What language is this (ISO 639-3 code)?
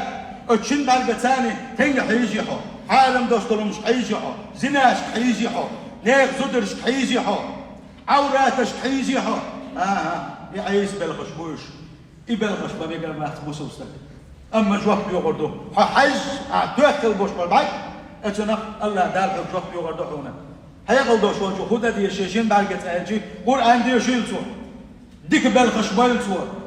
che